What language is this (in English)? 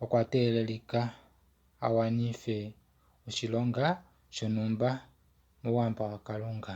Kuanyama